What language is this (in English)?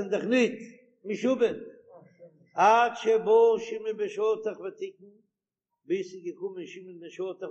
Yiddish